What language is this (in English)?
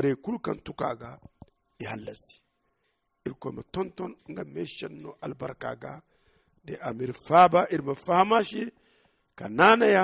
Zarma